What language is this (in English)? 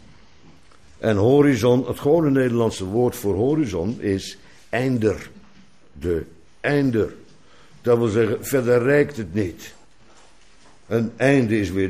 Dutch